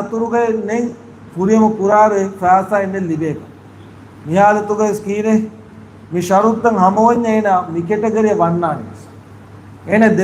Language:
Divehi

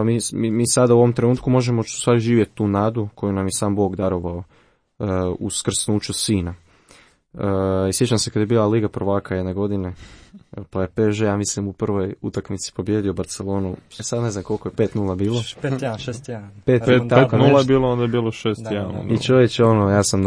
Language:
Croatian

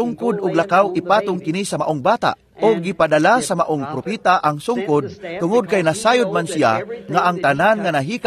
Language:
Cebuano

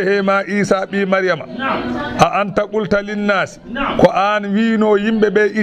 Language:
Fula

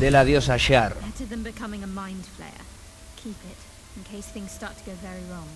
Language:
Asturian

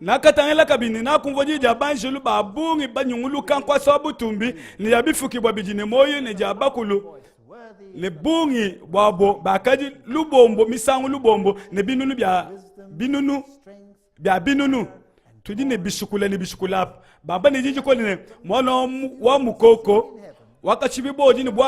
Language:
Luba-Lulua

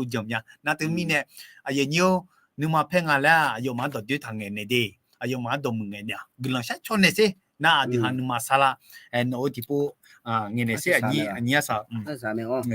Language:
Akha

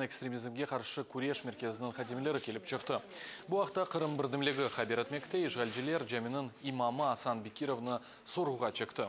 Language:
Crimean Tatar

